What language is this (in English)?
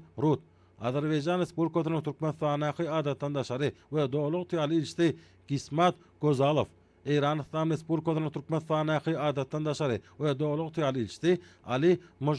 Turkmen